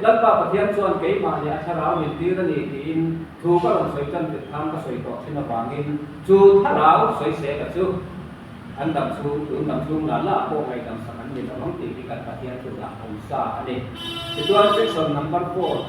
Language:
Mizo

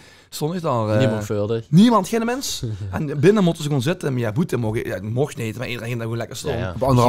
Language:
Limburgish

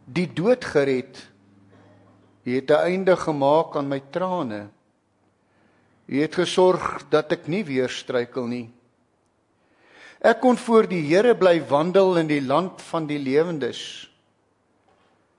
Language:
Afrikaans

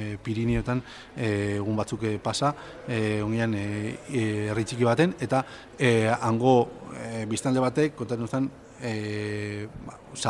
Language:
Basque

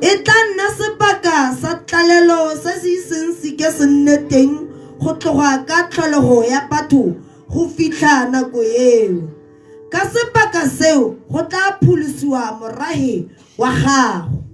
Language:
Tswana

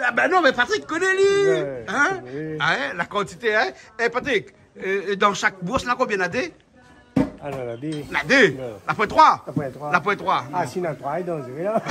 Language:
Réunion Creole French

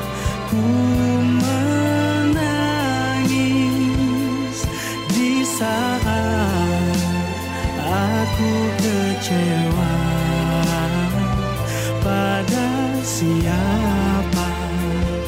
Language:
Indonesian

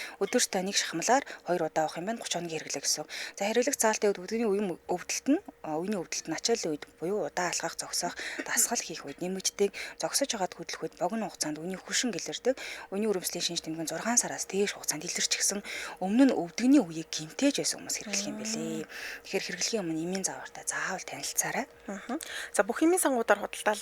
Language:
Mongolian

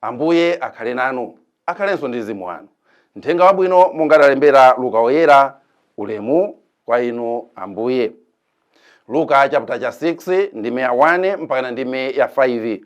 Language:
Nyanja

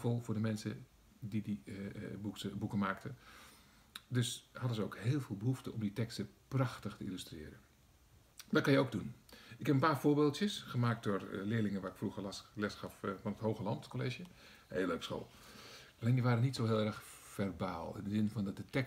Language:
Dutch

